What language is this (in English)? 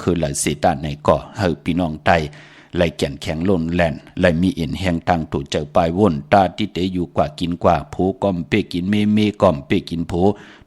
Shan